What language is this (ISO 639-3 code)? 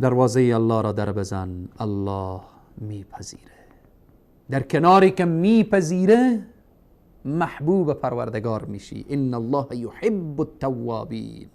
fas